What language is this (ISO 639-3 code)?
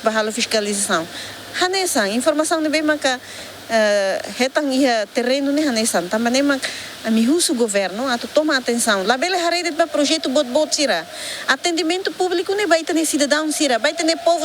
tet